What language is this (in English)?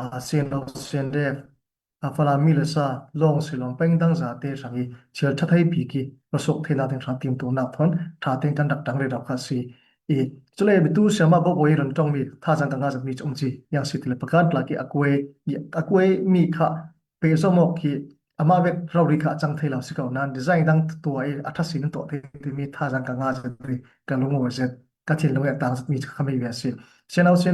Falam Chin